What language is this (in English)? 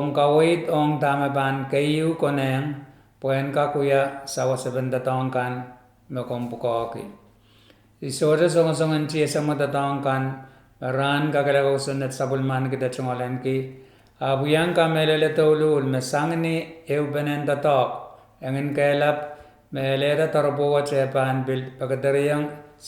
Pohnpeian